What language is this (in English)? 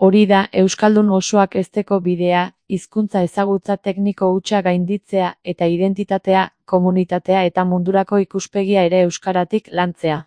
Basque